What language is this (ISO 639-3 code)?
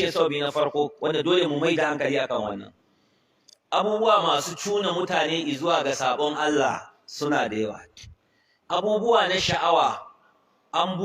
hau